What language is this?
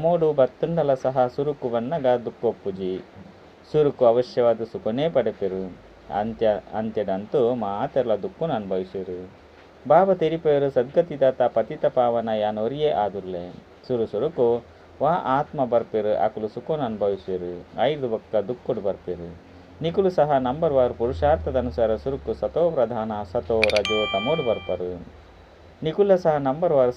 Tulu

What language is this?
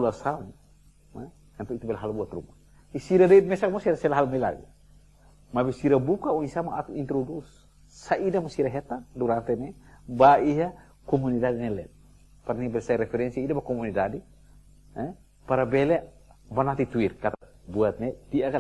Tetum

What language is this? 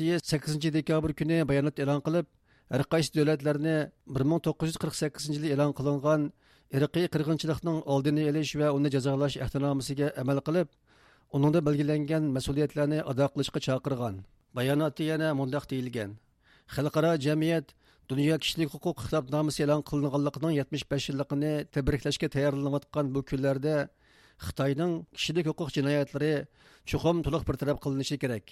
Uyghur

